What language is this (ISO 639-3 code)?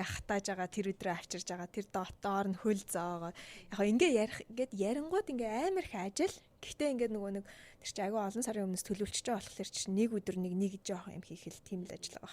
mon